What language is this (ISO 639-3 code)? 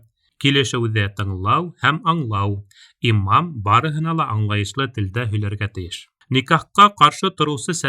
bak